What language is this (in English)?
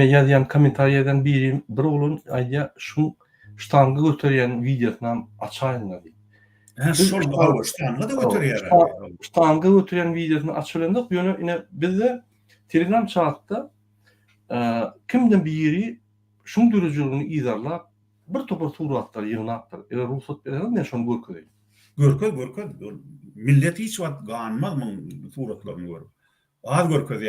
Turkmen